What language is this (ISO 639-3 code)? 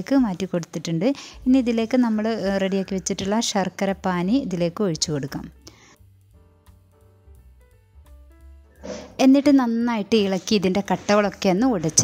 mal